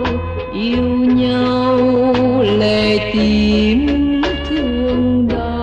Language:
Vietnamese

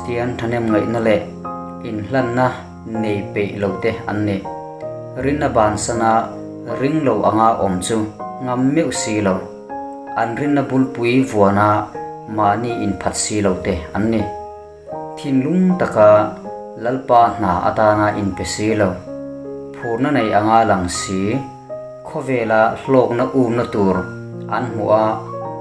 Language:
Mizo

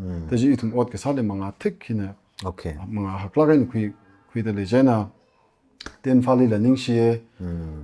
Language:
Tangkhul Naga (India)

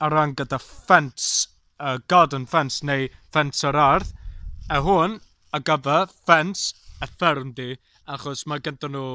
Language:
Welsh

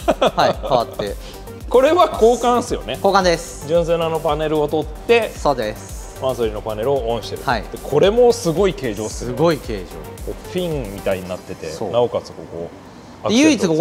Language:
Japanese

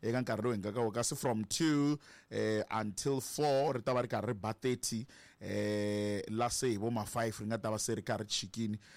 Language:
Tsonga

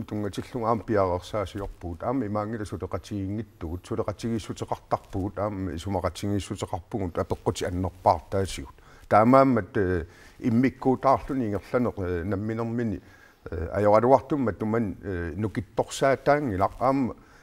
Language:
Kalaallisut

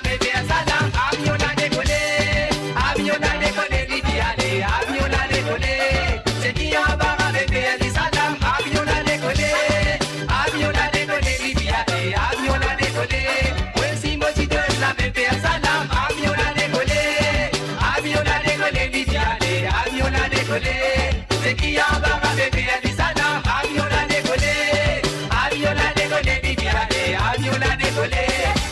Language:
Morisyen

